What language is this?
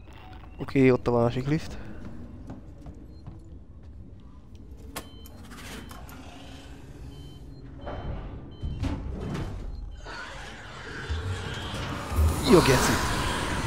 Hungarian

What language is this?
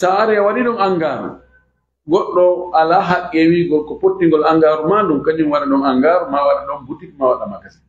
Fula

